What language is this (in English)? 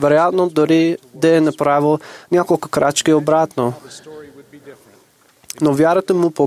Bulgarian